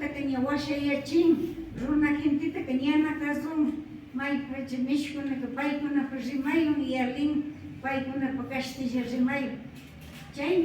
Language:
Imbabura Highland Quichua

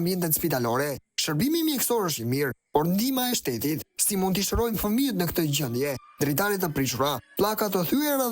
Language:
Albanian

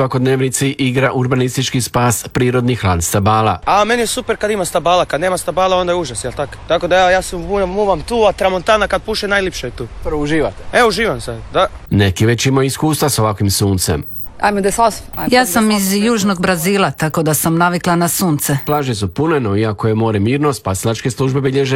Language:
Croatian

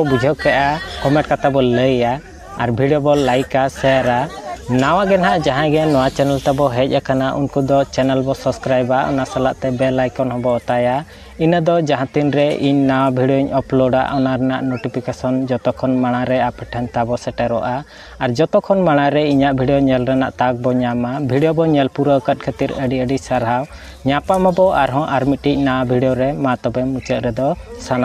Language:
Santali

